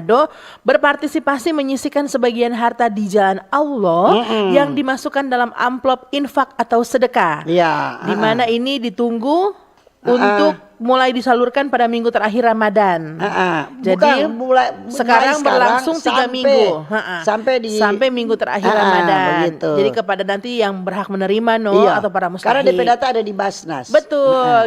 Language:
Manado Malay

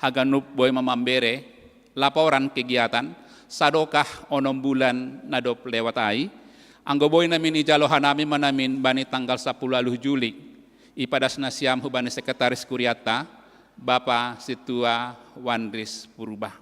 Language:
Batak Simalungun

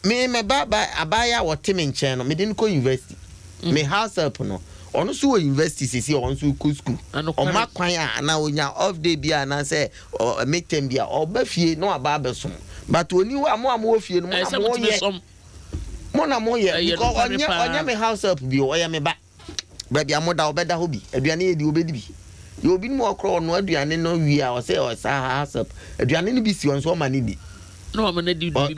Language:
Akan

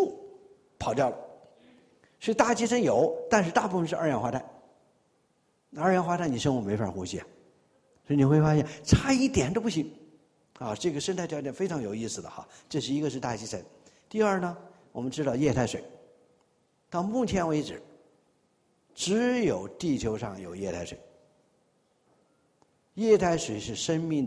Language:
Chinese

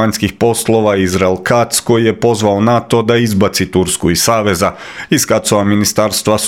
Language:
Croatian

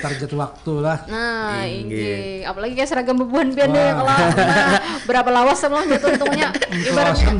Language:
Banjar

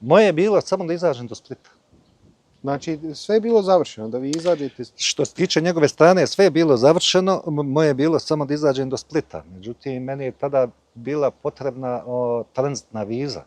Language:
Bosnian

